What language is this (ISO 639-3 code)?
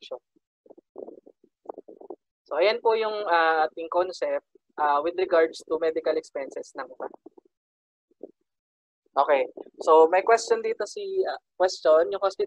fil